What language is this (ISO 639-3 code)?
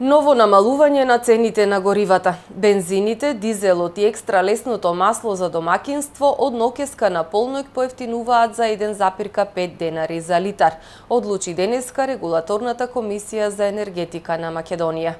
mkd